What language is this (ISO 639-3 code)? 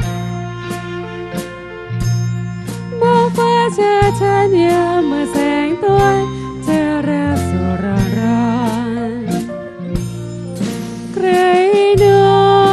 tha